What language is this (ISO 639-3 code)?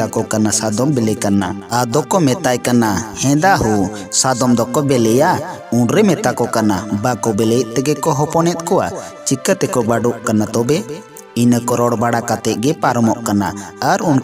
sat